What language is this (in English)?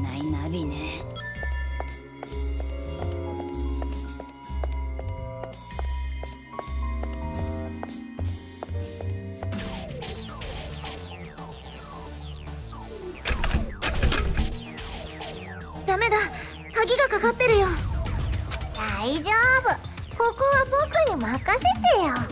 Japanese